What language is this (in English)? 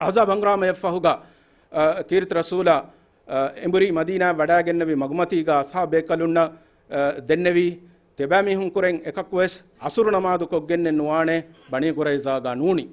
Divehi